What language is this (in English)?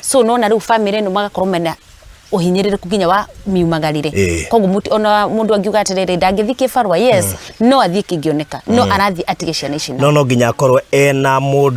Kikuyu